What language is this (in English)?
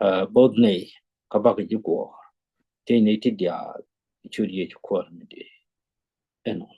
Nuer